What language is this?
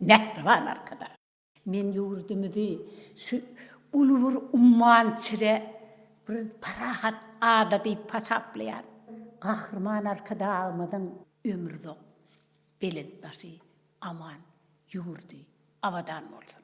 Turkmen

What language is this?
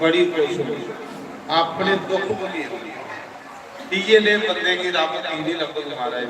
Dogri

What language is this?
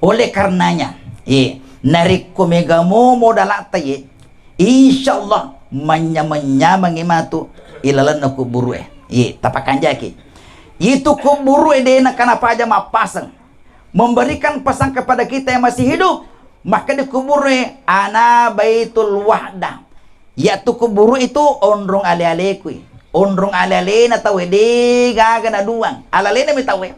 Buginese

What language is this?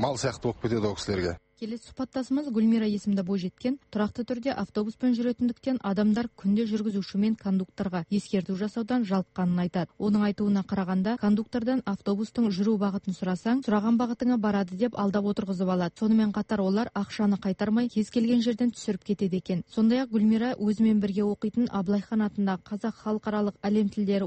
Kazakh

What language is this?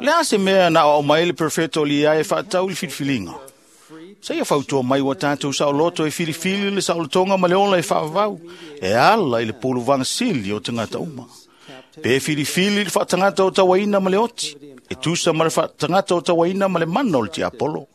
Samoan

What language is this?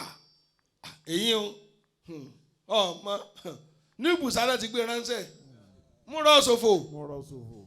Yoruba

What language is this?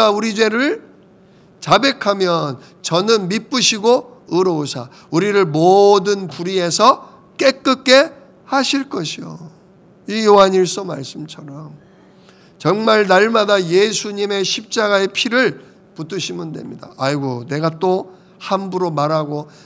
Korean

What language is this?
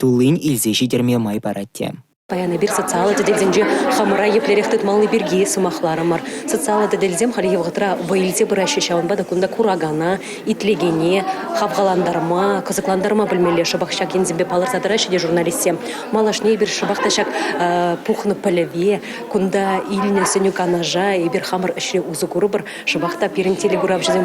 Chuvash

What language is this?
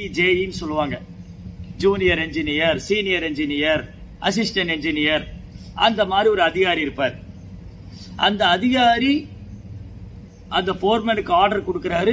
Tamil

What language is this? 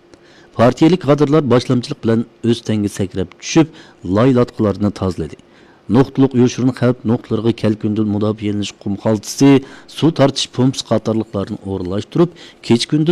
Uyghur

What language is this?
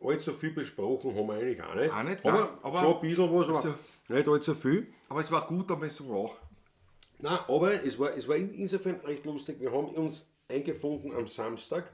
Bavarian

